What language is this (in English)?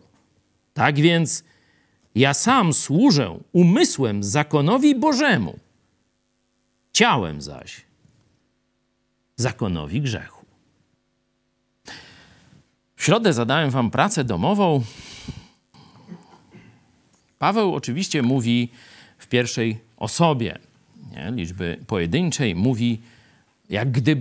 Polish